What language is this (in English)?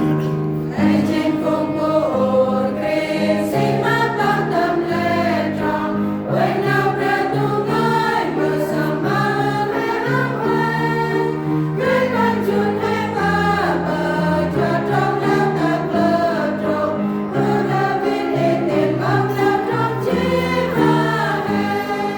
Central Mnong